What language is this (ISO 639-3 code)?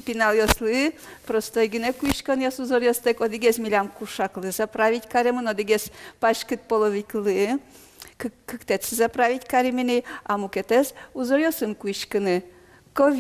udm